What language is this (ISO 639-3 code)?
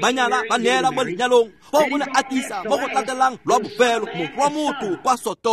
tsn